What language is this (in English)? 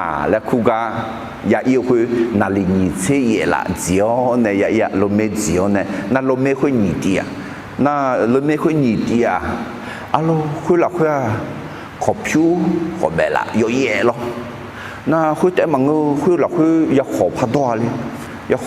Akha